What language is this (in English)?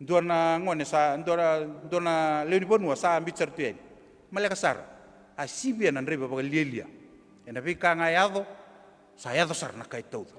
Fijian